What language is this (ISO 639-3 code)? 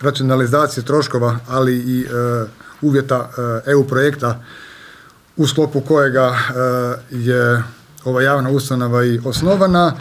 hrv